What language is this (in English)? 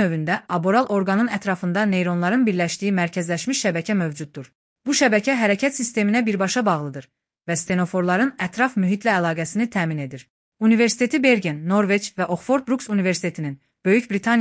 Azerbaijani